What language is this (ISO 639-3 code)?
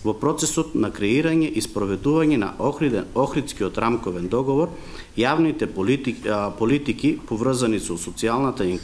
mkd